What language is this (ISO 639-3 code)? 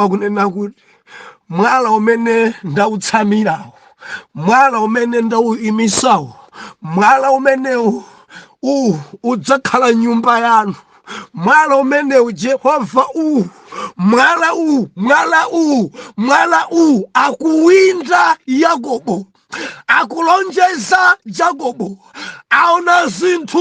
nya